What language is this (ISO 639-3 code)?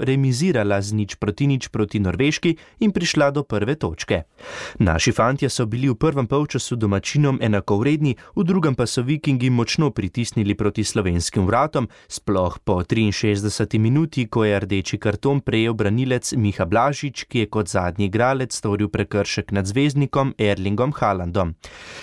slv